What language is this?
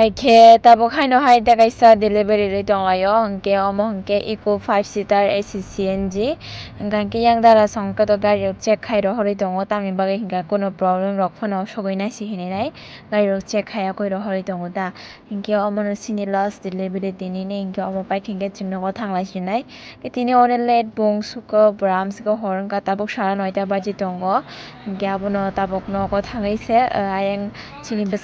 Kok Borok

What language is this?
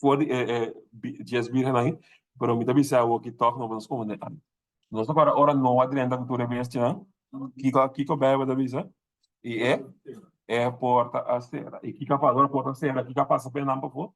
Papiamento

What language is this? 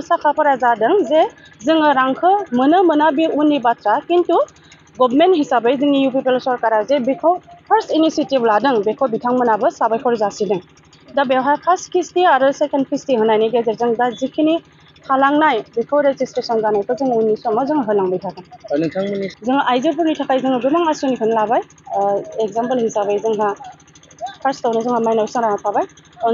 Bodo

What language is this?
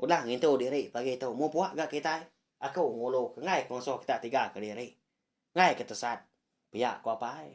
Iban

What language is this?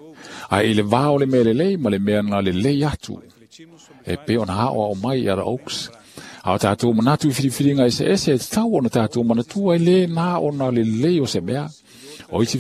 Samoan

